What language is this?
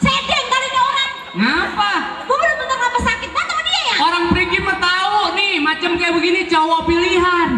Betawi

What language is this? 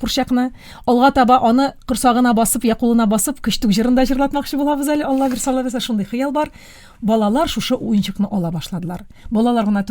Tatar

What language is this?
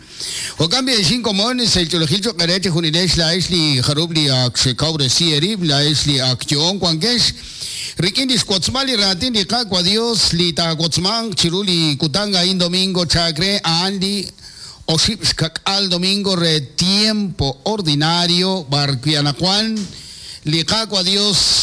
Kekchí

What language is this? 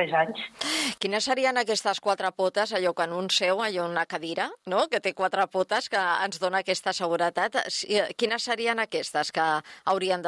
Catalan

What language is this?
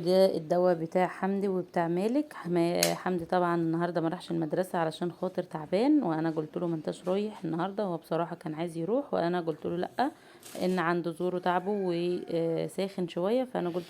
Egyptian Arabic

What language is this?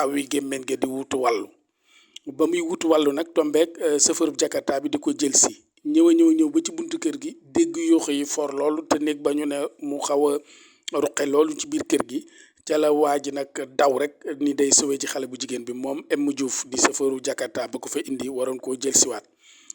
Wolof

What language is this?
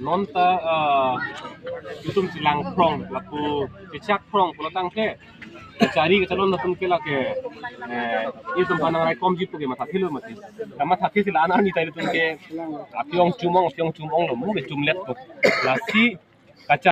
Karbi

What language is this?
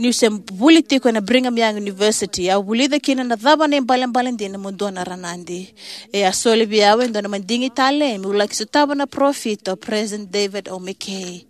Fijian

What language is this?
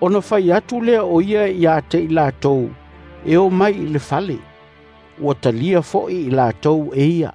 Samoan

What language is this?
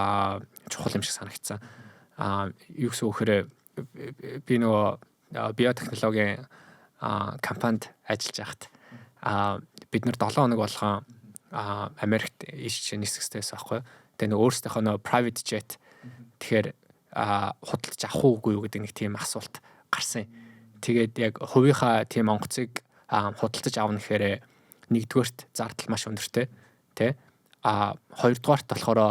Mongolian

